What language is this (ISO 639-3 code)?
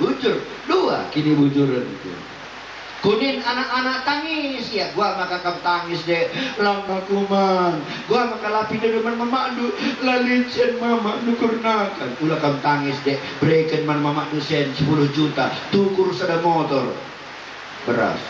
btx